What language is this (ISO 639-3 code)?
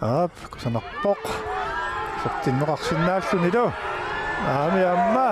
kal